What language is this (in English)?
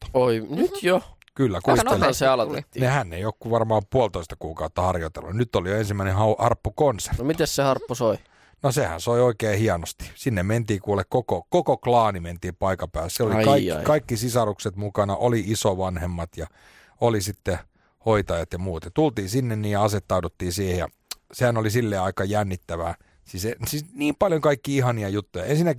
Finnish